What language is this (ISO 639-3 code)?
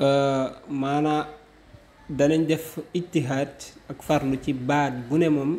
wol